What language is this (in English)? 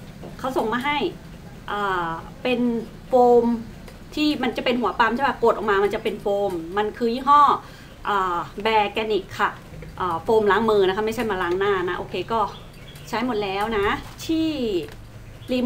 Thai